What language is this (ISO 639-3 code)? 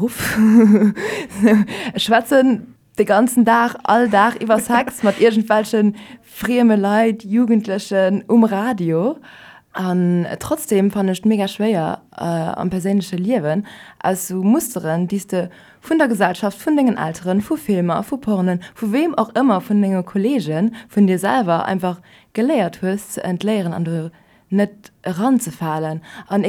ltz